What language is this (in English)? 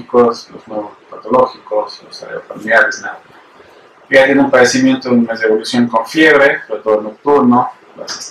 Spanish